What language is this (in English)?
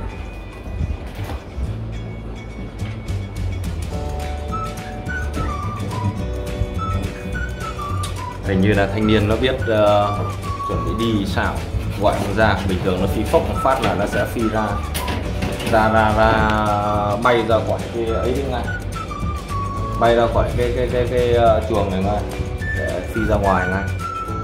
Vietnamese